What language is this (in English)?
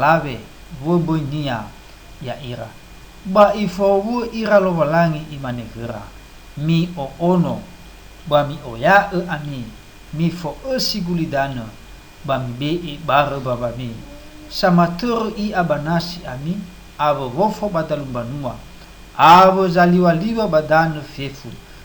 Nias